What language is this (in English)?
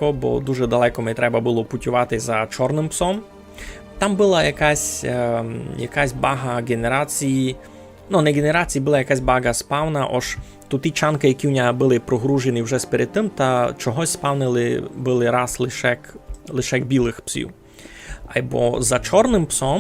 Rusyn